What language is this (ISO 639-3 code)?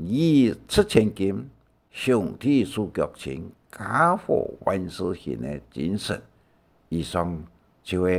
hak